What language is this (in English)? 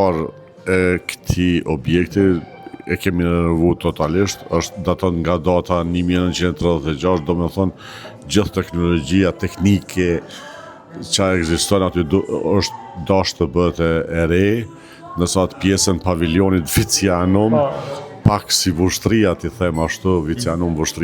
Albanian